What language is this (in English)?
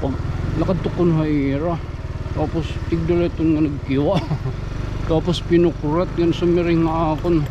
Waray